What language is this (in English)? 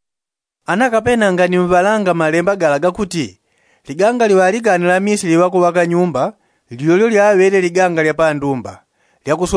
Yao